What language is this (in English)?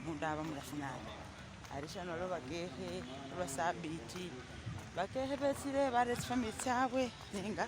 Masaaba